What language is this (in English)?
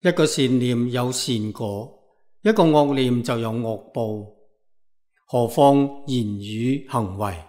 Cantonese